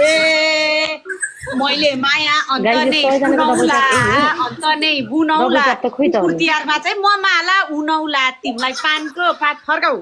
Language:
Nepali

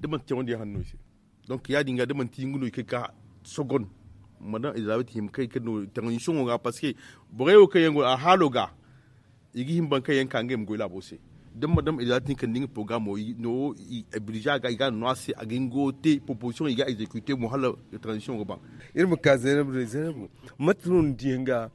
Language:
Zarma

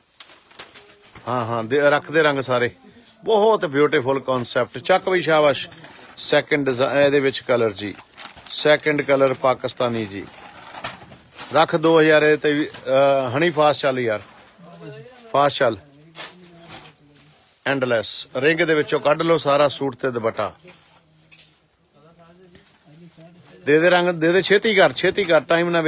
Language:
Punjabi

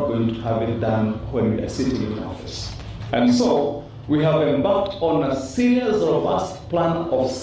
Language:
Gusii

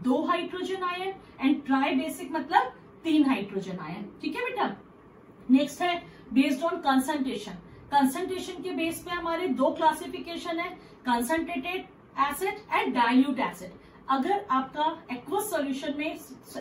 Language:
Hindi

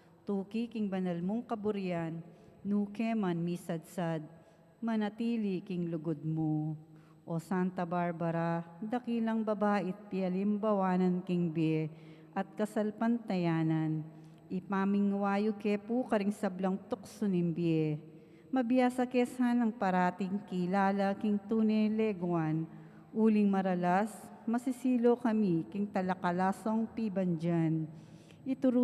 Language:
Pampanga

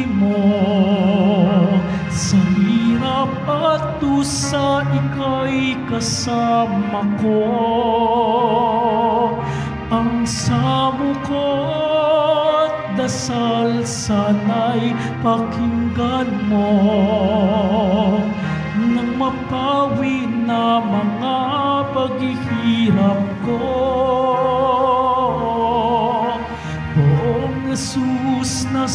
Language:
Filipino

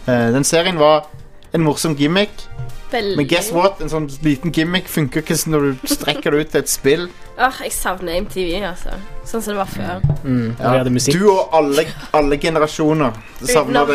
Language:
Norwegian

